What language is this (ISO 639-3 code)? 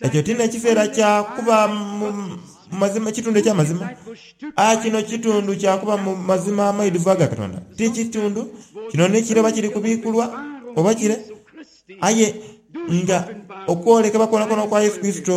xog